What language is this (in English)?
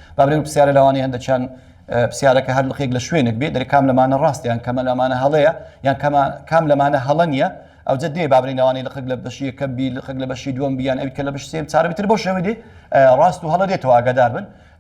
Central Kurdish